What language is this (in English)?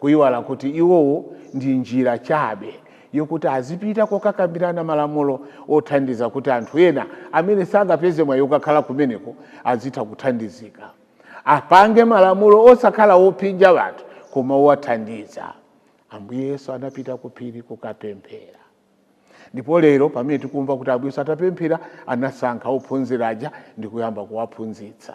Nyanja